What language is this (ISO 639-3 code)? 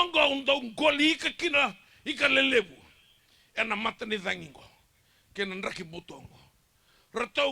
fij